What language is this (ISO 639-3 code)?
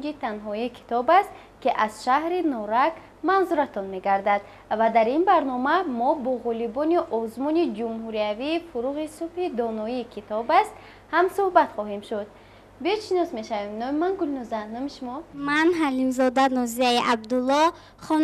tgk